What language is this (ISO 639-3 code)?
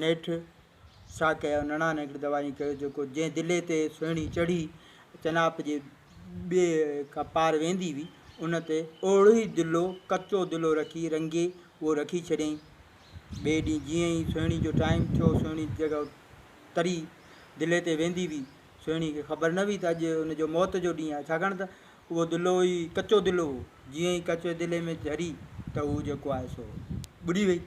snd